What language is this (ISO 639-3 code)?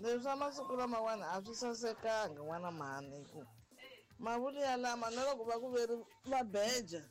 tso